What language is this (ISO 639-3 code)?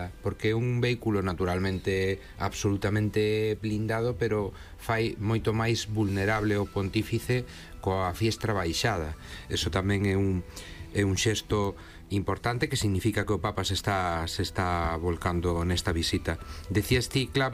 glg